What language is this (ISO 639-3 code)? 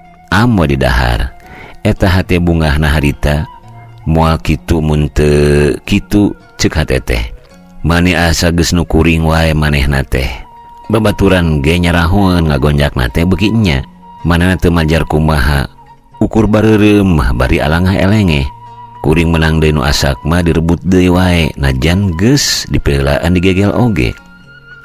sun